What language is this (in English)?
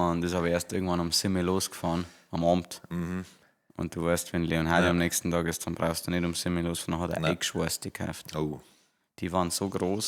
Bavarian